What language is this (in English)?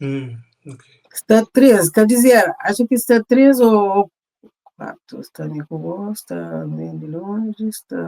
Kabuverdianu